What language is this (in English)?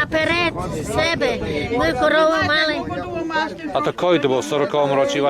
Rusyn